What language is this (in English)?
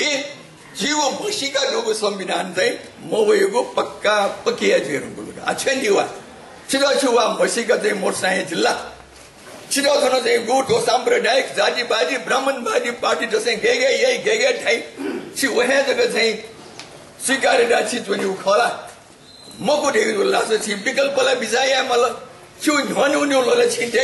Newari